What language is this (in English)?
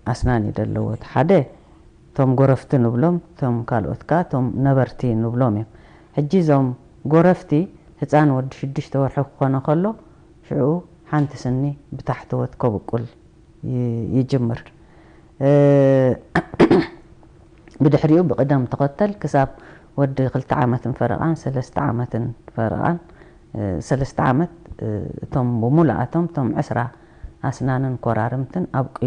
Tigrinya